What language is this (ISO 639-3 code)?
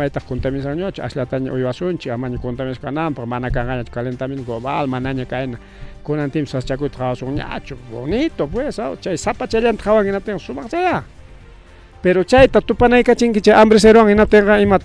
quy